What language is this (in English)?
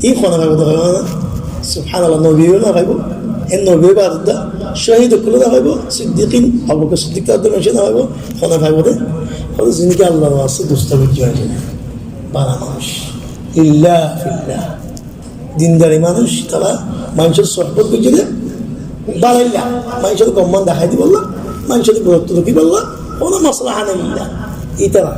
Rohingya